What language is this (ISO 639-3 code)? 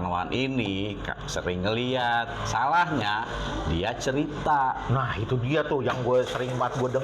bew